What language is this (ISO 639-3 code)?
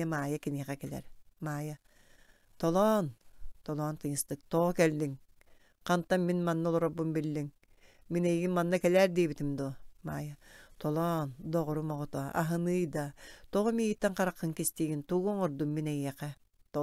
sah